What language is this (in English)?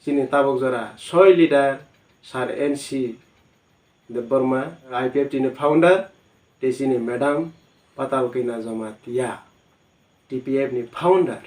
Kok Borok